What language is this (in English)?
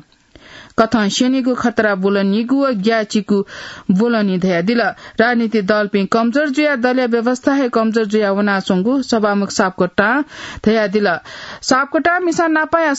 Newari